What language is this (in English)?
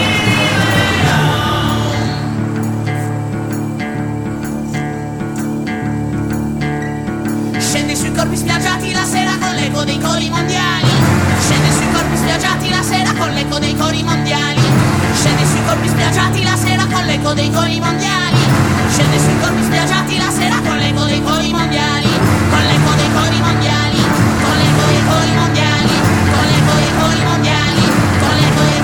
Italian